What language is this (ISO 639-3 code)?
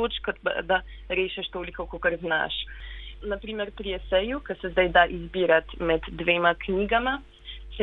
slv